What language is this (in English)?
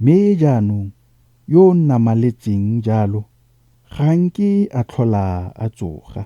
Tswana